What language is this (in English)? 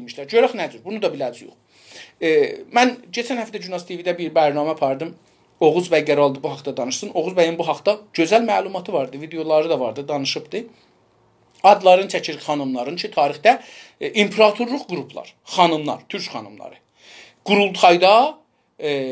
South Azerbaijani